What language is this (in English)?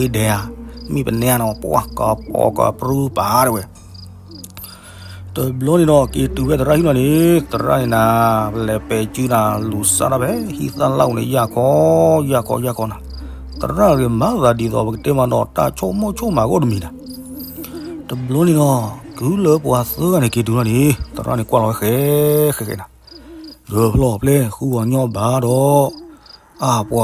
S'gaw Karen